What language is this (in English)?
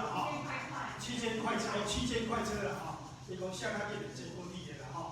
Min Nan Chinese